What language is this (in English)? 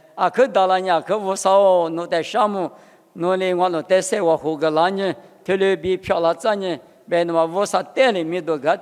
Lisu